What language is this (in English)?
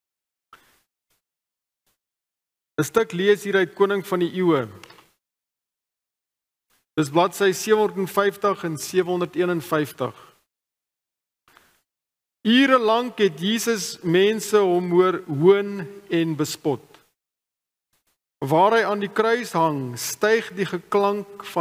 Afrikaans